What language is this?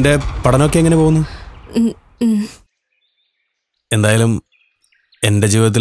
Malayalam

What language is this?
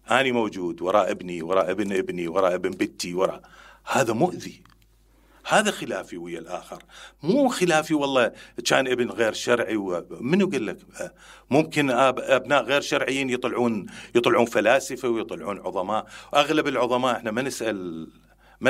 Mesopotamian Arabic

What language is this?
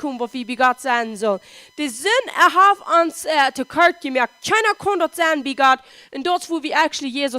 Plautdietsch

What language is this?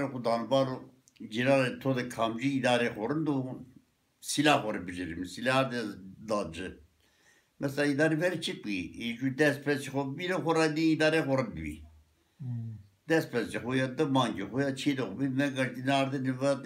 Zaza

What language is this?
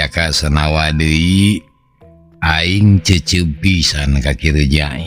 Sundanese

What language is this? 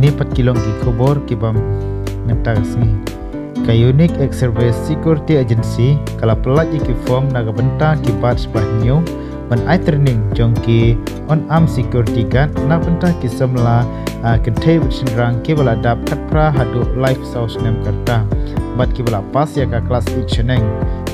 Khasi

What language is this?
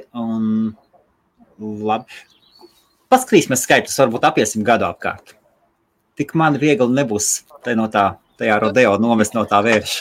Latvian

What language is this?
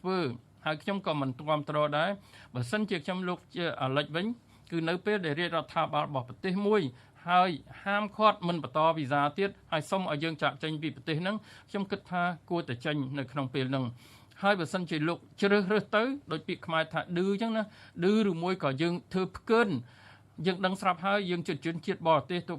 Khmer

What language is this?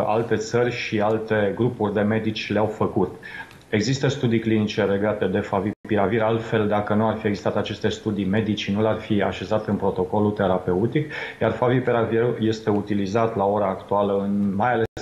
Romanian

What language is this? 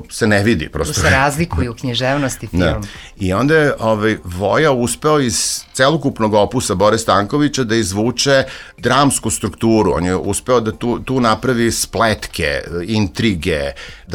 Serbian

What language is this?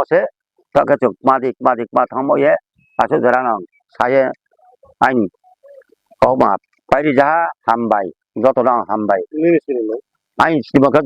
Riang (India)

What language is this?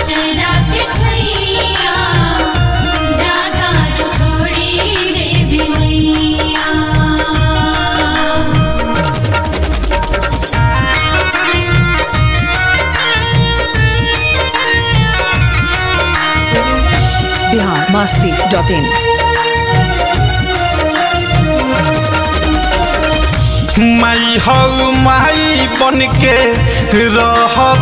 Bhojpuri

